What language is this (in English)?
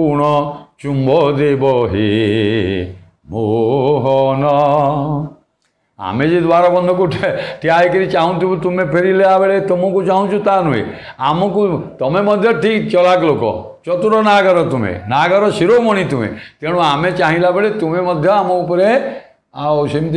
Odia